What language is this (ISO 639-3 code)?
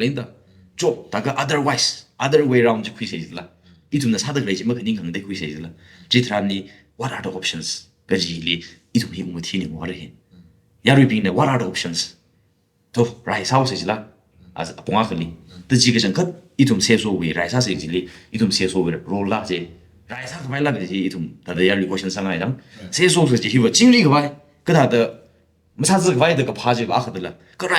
nmf